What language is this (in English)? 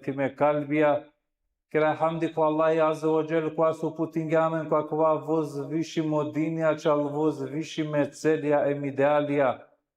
Balkan Romani